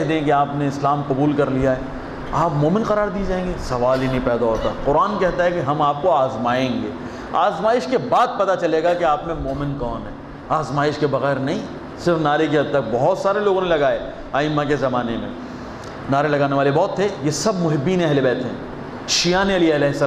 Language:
Urdu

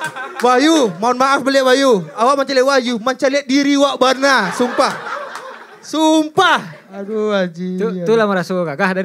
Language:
Minangkabau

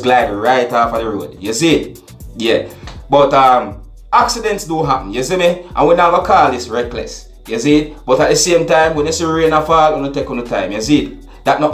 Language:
Jamaican Creole English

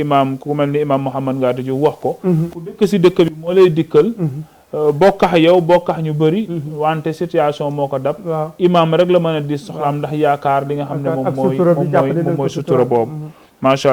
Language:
Wolof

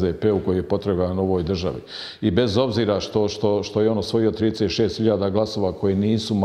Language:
Bosnian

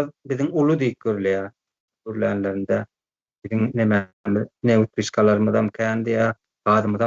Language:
Turkmen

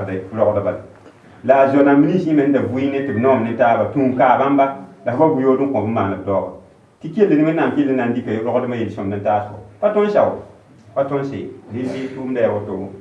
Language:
Mossi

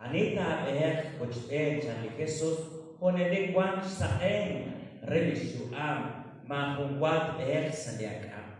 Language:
Kekchí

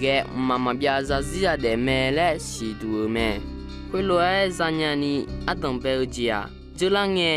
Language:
Akha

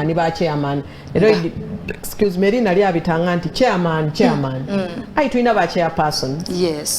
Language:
Soga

